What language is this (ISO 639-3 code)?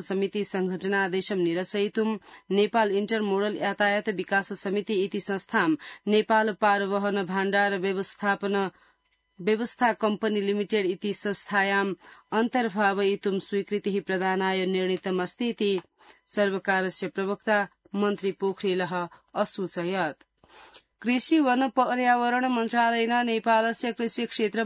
san